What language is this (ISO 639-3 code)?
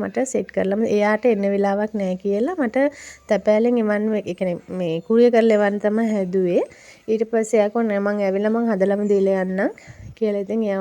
sin